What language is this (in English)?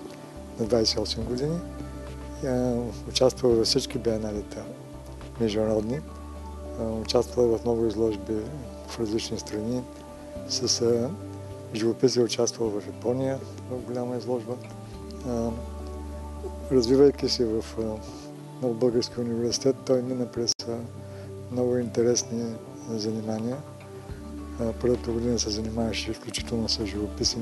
Bulgarian